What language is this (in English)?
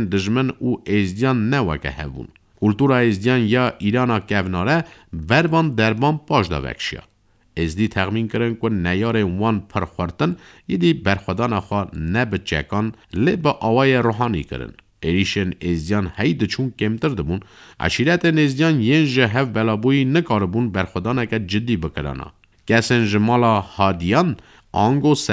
Kurdish